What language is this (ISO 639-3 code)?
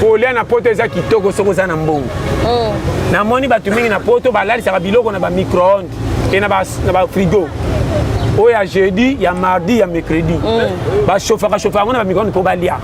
lin